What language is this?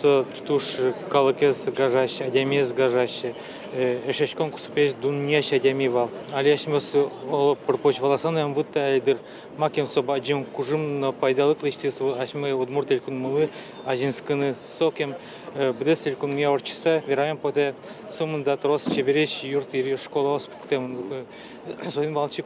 Udmurt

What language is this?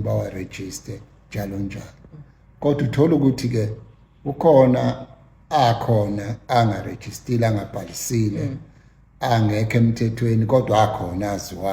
Zulu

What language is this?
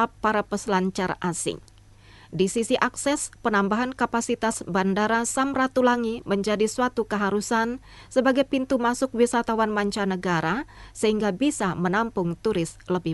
Indonesian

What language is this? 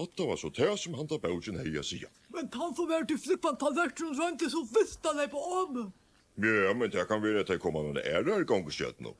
Faroese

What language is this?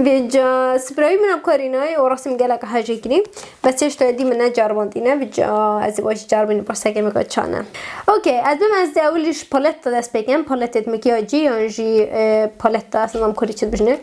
Kurdish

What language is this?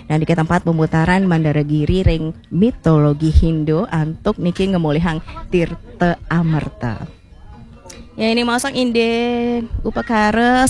Balinese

